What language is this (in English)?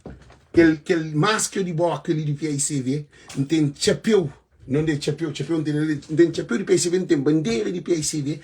Kabuverdianu